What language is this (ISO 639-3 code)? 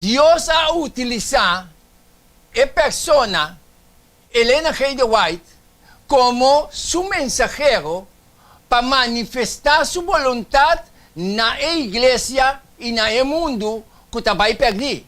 pap